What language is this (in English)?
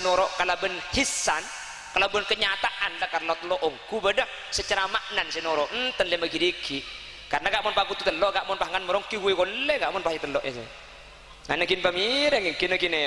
Madurese